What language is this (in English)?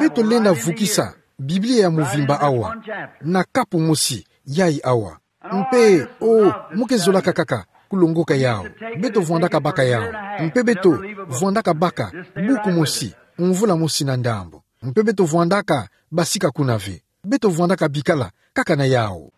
Kituba (Democratic Republic of Congo)